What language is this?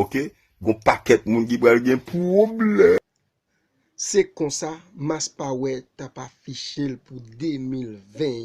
Haitian Creole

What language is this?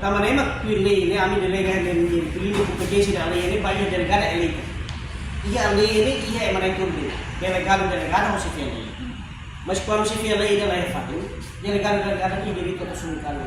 Tetum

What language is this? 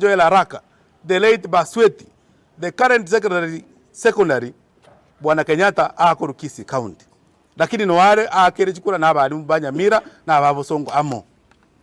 Gusii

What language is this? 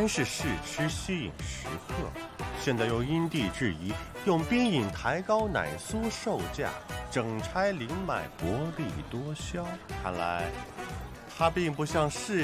Chinese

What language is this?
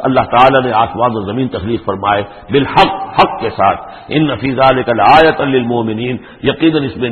Urdu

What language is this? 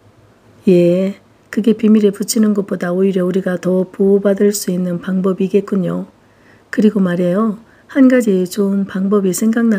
Korean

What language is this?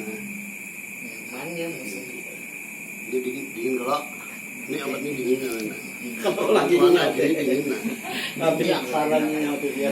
Banjar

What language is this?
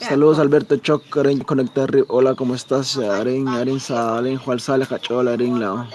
Kekchí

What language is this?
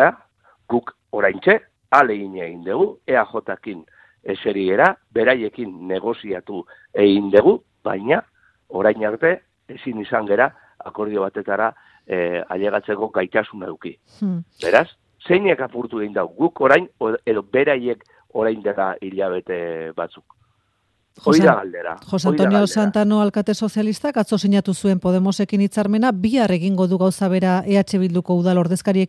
Basque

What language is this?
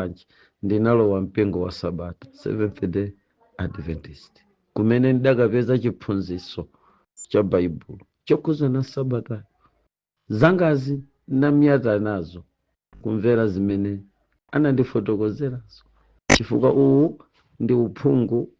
Nyanja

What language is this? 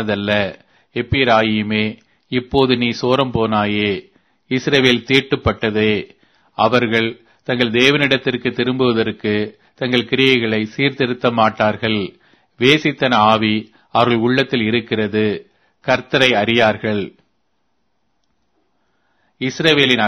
Tamil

